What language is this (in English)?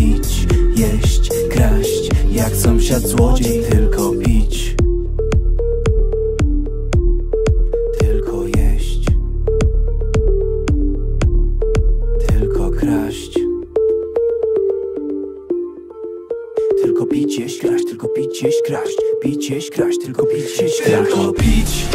Polish